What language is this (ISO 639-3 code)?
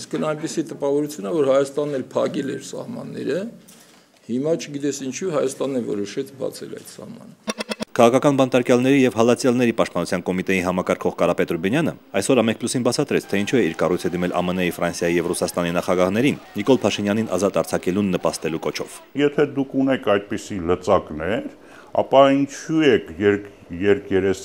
hye